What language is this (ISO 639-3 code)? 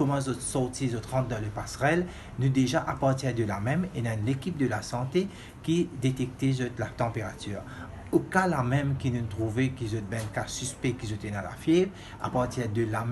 mfe